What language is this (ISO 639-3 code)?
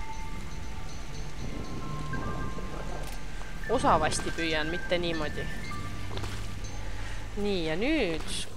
est